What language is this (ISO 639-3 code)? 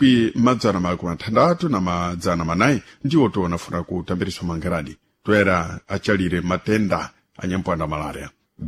seh